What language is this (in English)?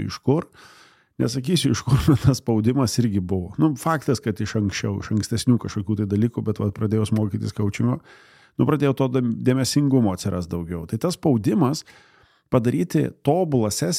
Lithuanian